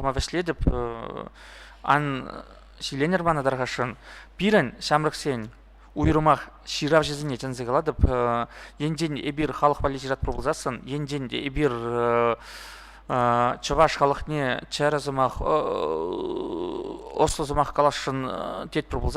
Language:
Chuvash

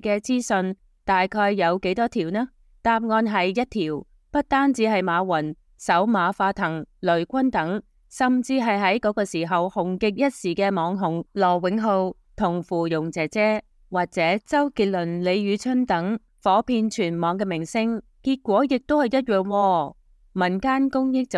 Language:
Cantonese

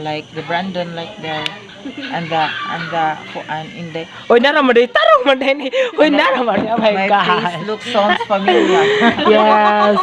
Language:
Cebuano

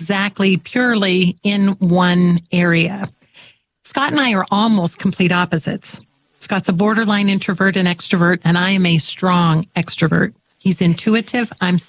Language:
English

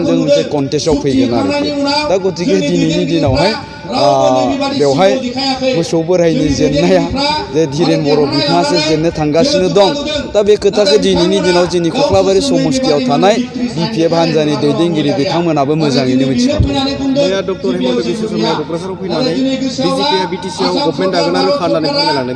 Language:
Bodo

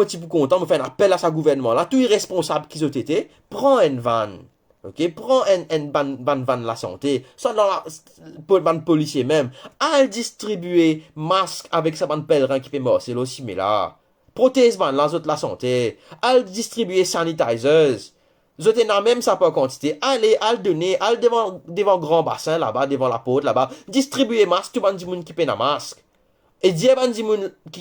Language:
Morisyen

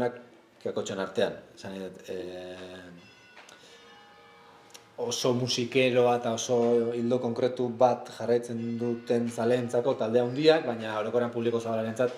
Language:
Basque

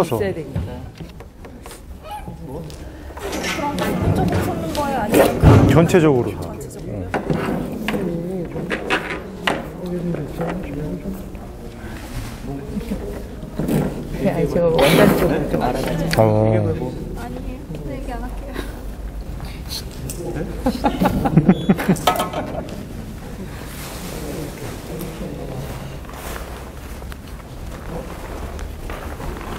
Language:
Korean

